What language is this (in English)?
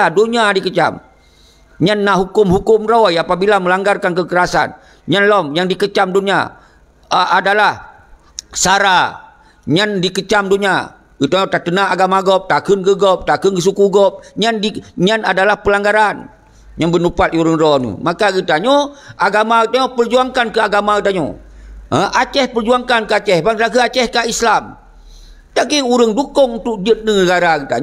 Achinese